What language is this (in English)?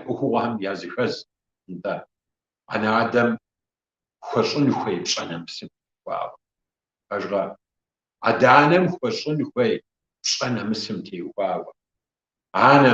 Kabardian